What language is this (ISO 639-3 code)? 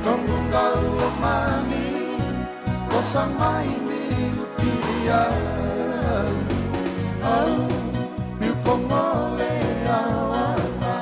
fij